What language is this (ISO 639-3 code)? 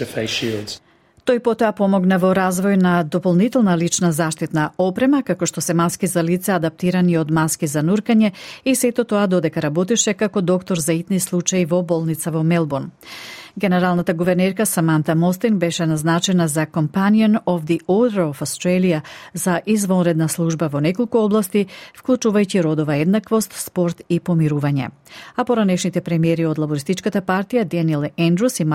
mkd